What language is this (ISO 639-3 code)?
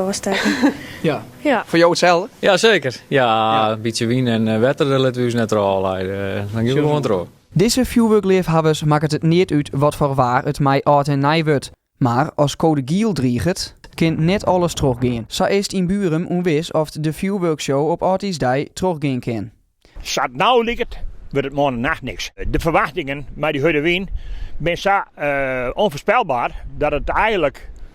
fry